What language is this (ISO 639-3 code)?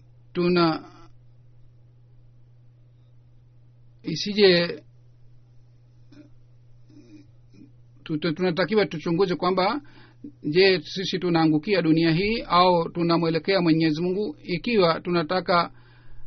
swa